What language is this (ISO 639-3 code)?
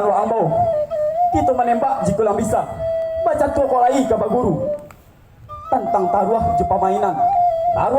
min